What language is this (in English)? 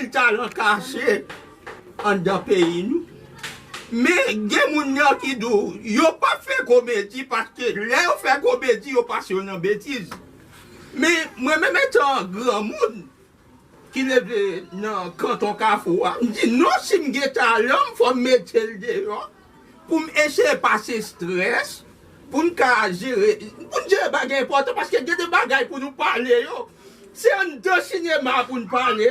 Haitian Creole